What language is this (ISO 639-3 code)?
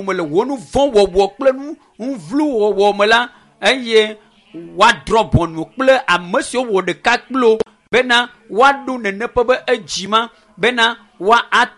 ewe